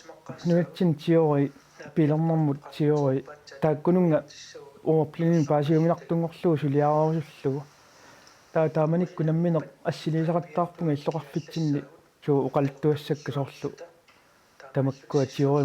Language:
Kalaallisut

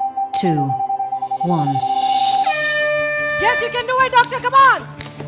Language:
Malayalam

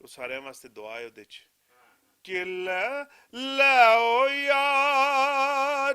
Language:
Western Panjabi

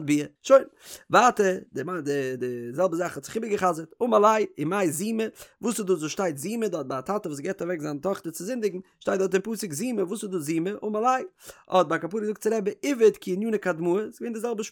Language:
Yiddish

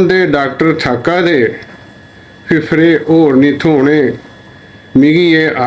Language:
Dogri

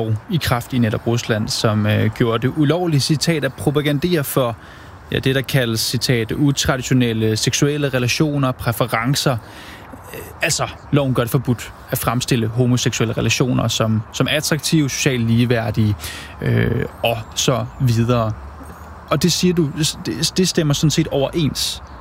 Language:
Danish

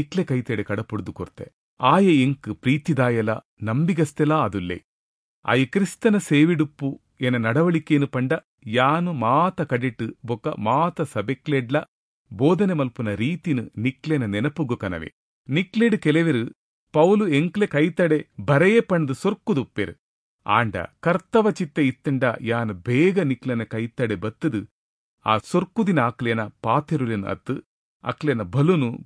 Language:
Tulu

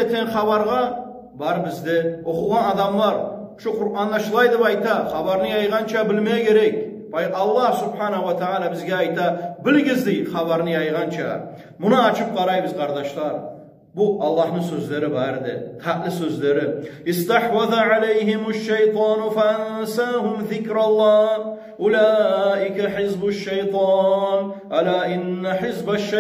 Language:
Kumyk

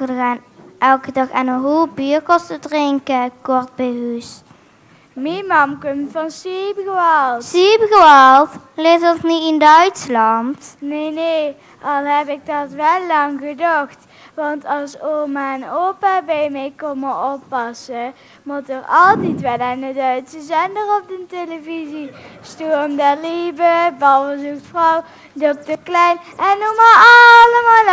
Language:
Limburgish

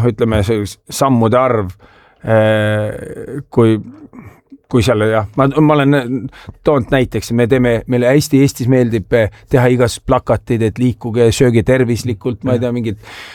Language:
Estonian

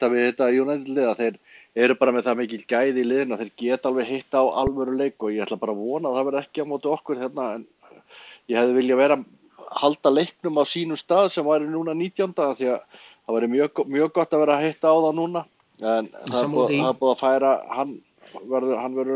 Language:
Icelandic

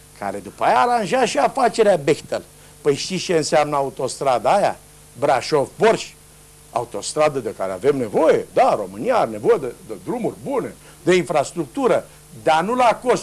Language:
Romanian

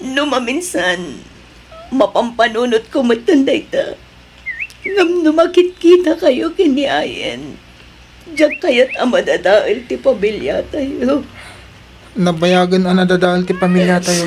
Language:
Iloko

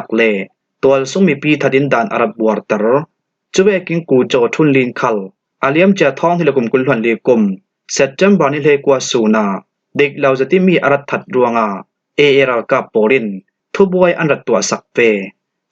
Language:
Falam Chin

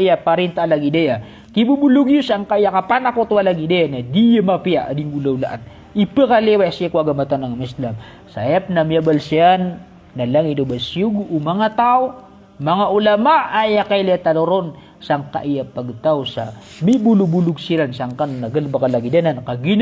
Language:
Maranao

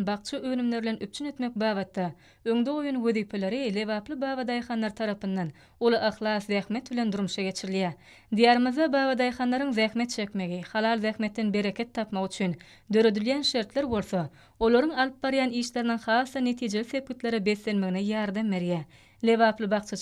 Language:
Turkmen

